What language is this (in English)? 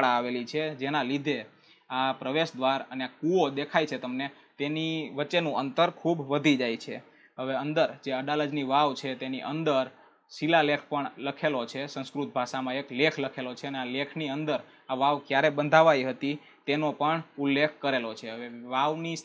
Gujarati